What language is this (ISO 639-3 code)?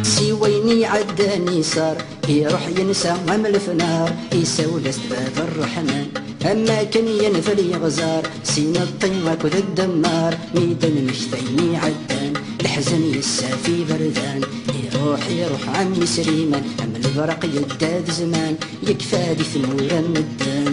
kab